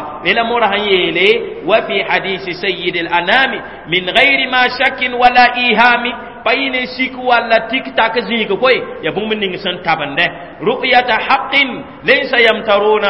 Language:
Mossi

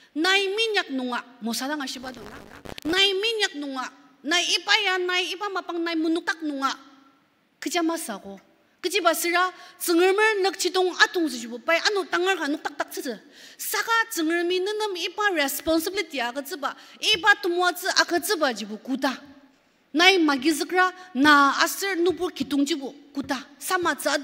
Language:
Ao Naga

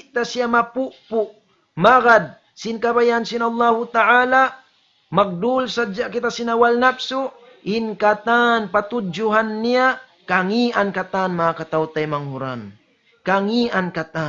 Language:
Tausug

